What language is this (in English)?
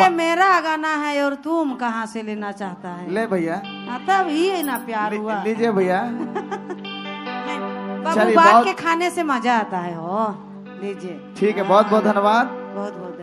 Sadri